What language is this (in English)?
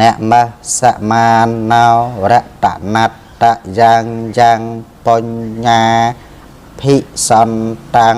Khmer